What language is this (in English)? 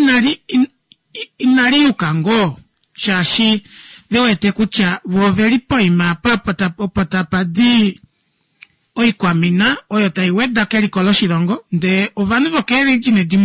Kuanyama